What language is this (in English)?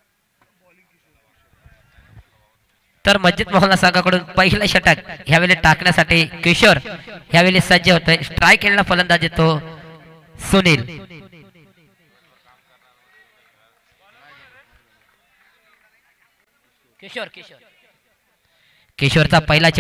Marathi